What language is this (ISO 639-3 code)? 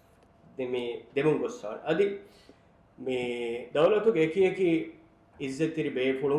div